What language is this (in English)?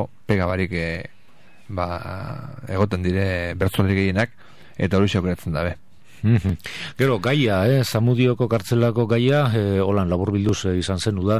Basque